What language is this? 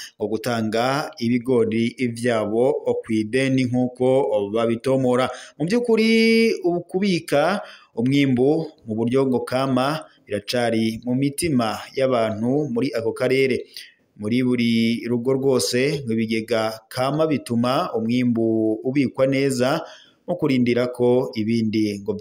Rundi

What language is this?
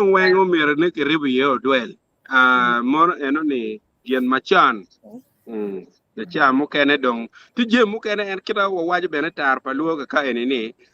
Acoli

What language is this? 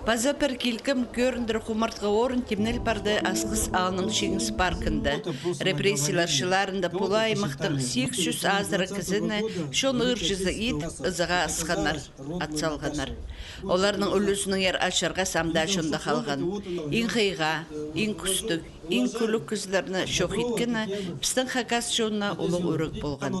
Khakas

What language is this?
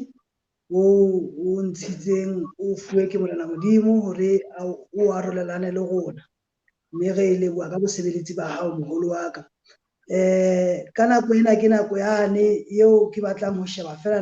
Southern Sotho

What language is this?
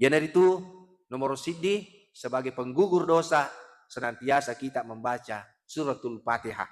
Buginese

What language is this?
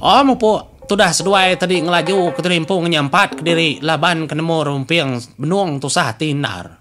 Iban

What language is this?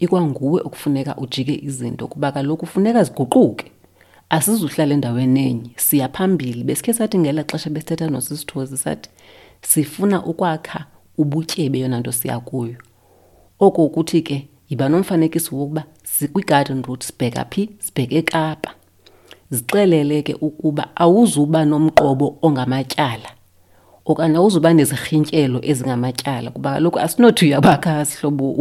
Xhosa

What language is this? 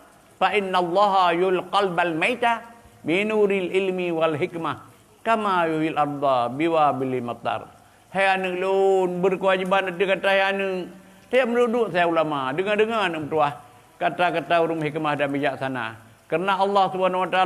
Achinese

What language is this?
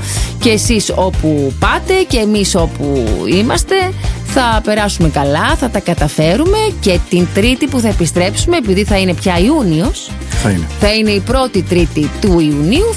Greek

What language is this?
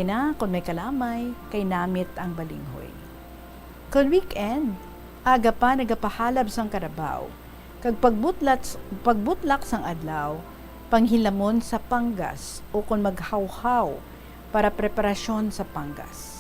Hiligaynon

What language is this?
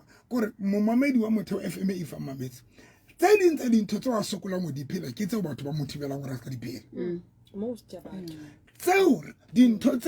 Southern Sotho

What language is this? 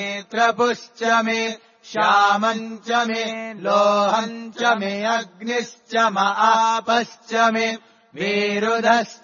Sanskrit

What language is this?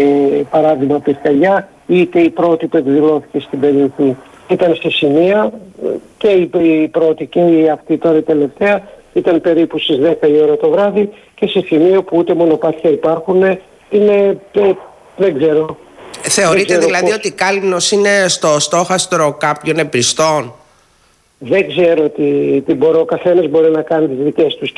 Greek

